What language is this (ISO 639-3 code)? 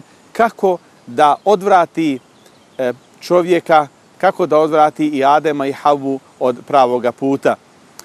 bos